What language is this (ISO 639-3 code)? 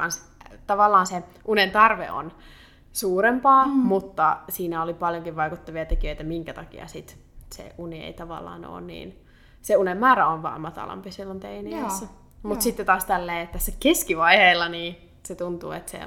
fin